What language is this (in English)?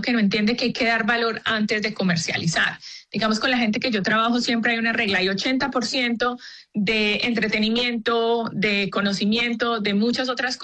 Spanish